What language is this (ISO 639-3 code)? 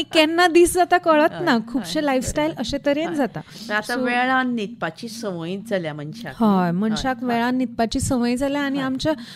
kok